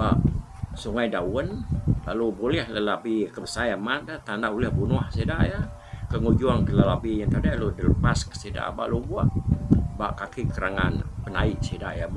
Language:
Iban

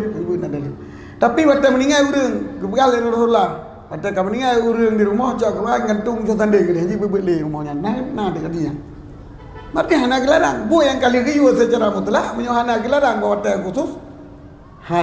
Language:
Achinese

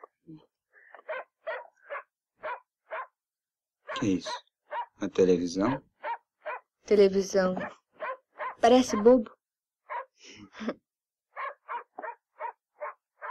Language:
Portuguese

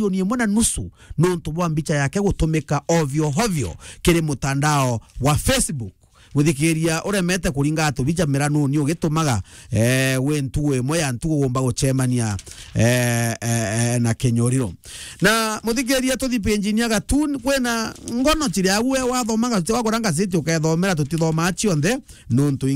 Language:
Meru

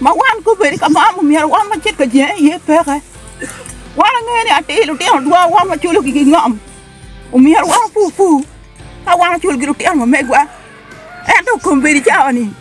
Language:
Acoli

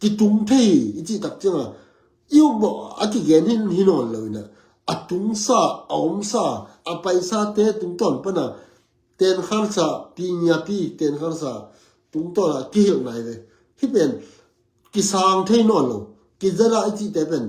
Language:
Tedim Chin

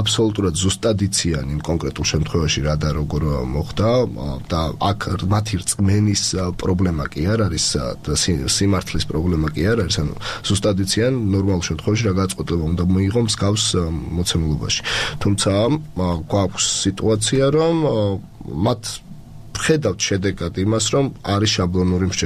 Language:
Georgian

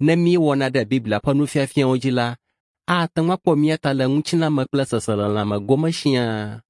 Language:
Ewe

